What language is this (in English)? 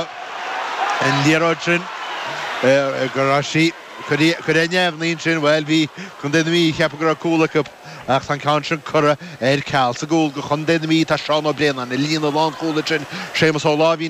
Irish